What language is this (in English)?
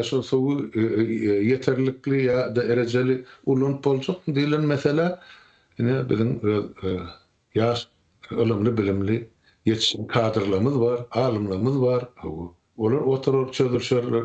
Turkmen